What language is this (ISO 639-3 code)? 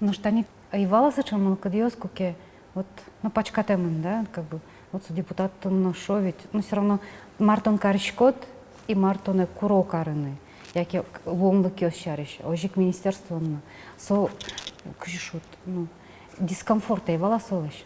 udm